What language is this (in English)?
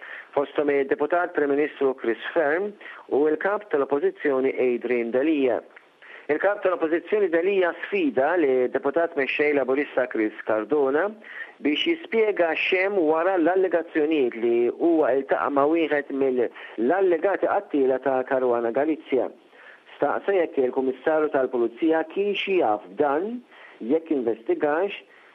Maltese